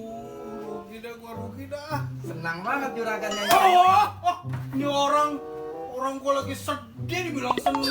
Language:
Betawi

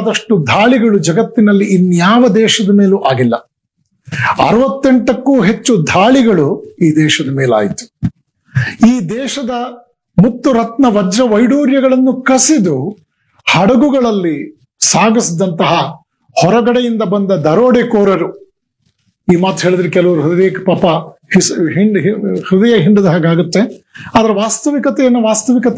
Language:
Kannada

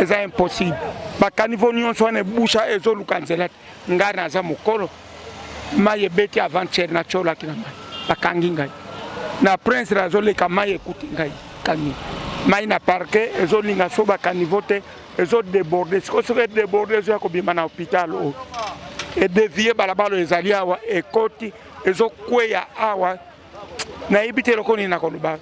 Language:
Lingala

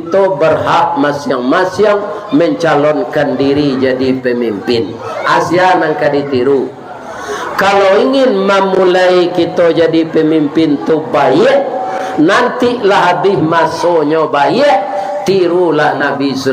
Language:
Minangkabau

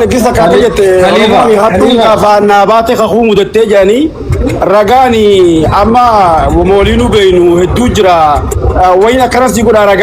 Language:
Oromo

